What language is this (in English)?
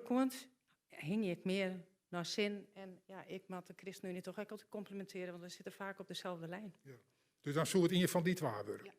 Western Frisian